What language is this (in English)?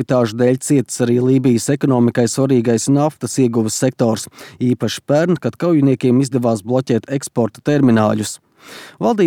Latvian